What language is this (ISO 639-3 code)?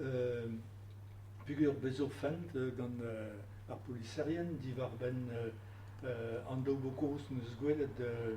bre